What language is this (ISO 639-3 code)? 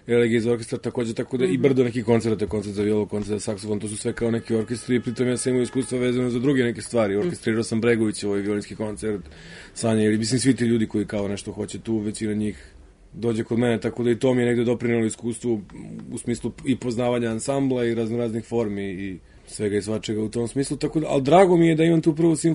srp